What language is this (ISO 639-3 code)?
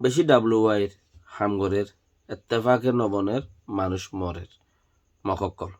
rhg